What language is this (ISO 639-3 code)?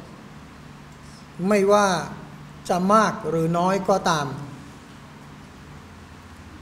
tha